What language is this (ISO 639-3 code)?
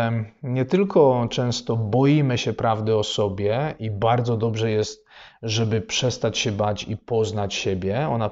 pol